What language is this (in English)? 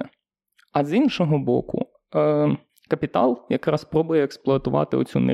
Ukrainian